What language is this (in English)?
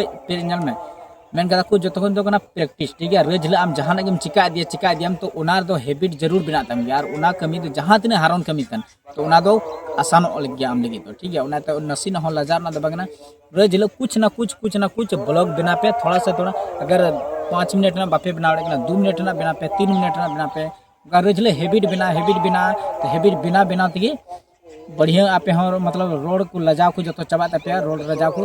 Santali